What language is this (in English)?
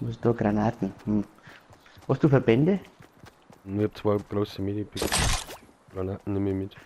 Bavarian